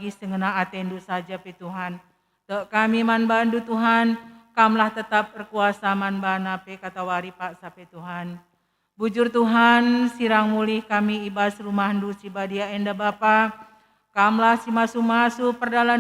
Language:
Batak Karo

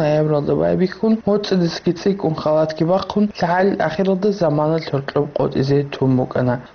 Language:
Avaric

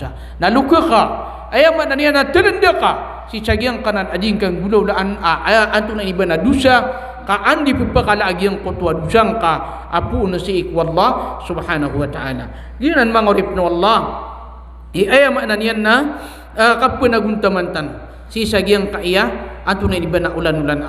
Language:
Maranao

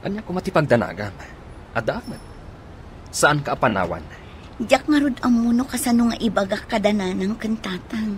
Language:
Iloko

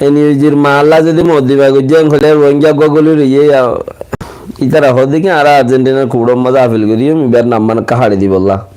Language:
Rohingya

